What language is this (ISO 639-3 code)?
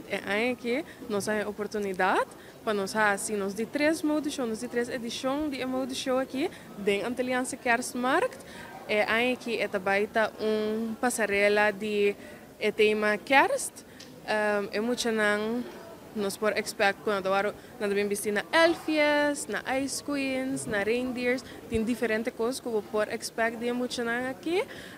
pap